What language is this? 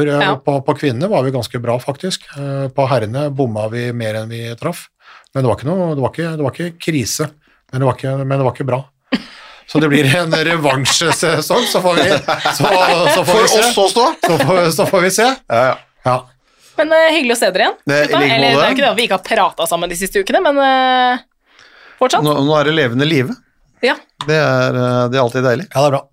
Norwegian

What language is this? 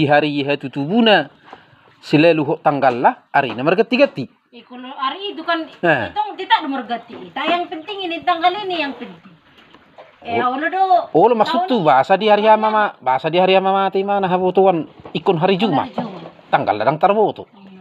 Batak Toba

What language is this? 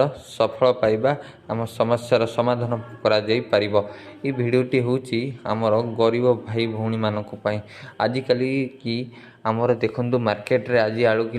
Odia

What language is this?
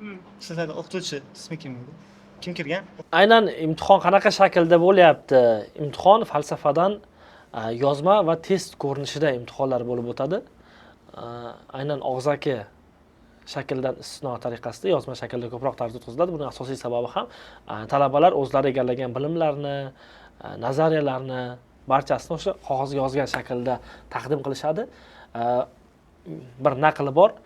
Uzbek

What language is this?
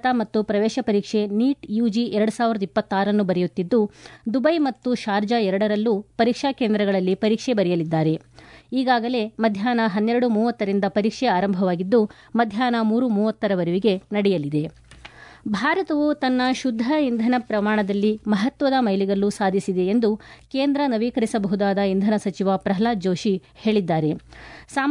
Kannada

